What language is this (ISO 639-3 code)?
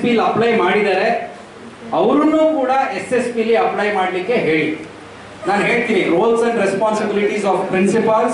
kan